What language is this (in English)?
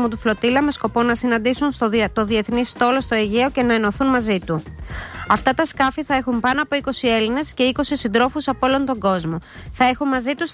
Greek